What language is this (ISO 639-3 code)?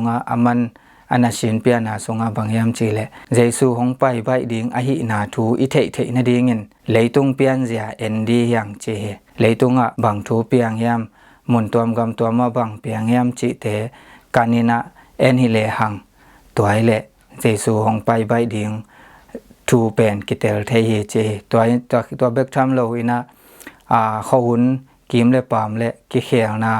ctd